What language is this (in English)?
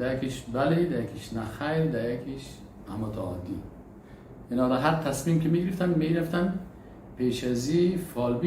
Persian